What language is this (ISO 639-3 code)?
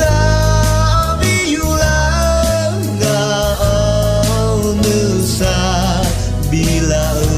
ahk